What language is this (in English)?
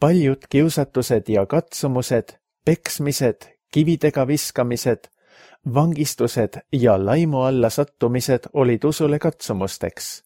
Estonian